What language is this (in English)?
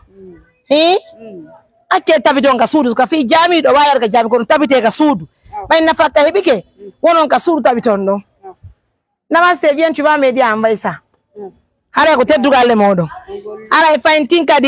Pular